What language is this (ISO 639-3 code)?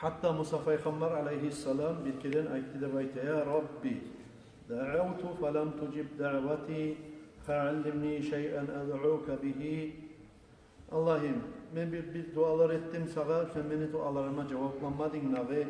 kum